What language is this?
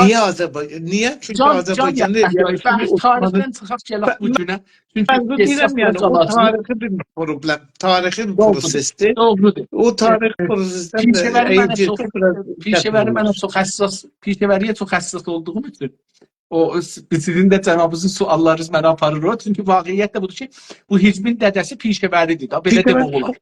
South Azerbaijani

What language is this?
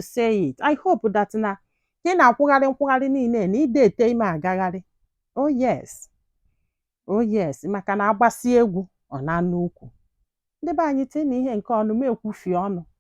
Igbo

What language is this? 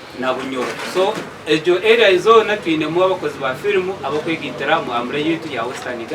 Nyankole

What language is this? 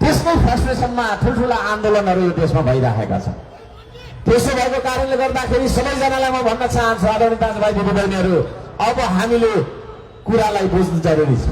Nepali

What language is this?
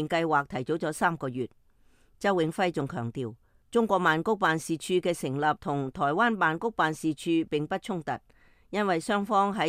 Cantonese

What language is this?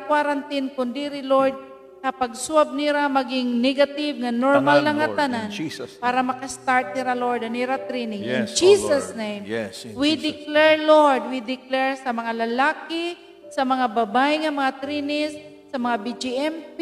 Waray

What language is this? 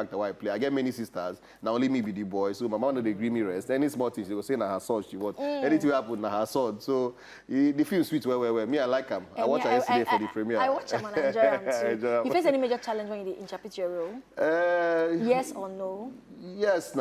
Nigerian Pidgin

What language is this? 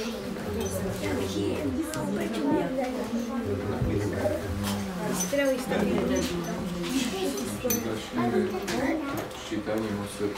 Slovak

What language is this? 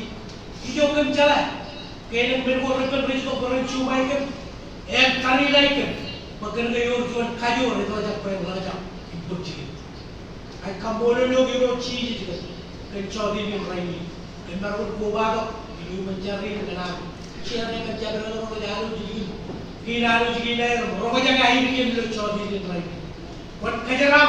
Marshallese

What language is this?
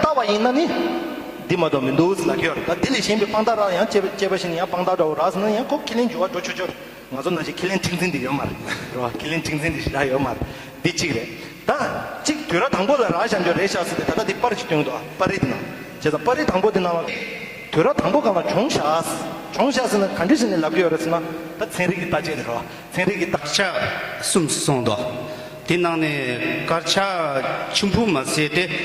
Tibetan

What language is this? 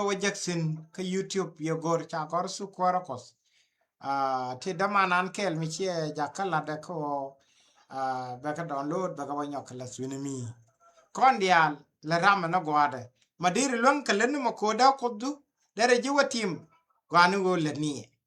Nuer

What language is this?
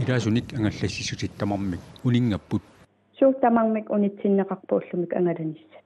Kalaallisut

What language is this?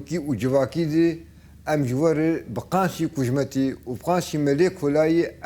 Kurdish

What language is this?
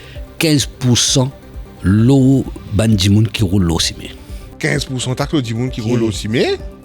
Morisyen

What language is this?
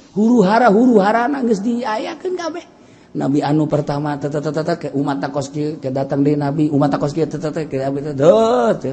Sundanese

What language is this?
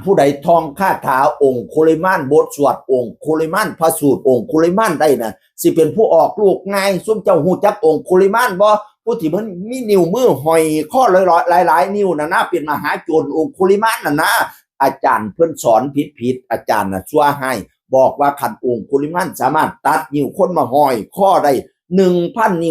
Northeastern Thai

